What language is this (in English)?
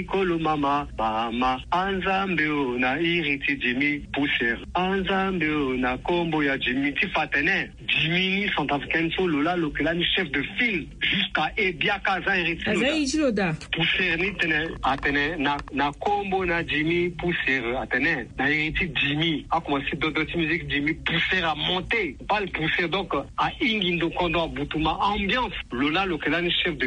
Sango